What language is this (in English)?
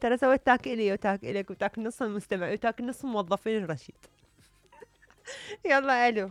Mesopotamian Arabic